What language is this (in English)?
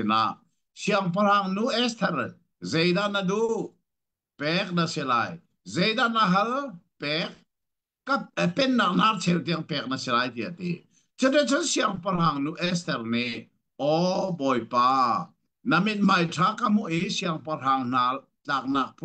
Hakha Chin